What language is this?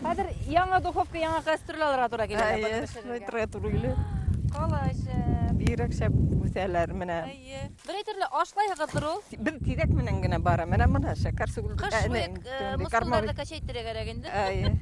Bashkir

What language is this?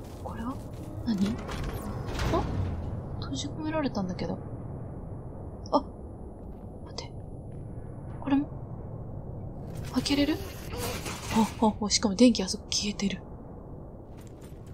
Japanese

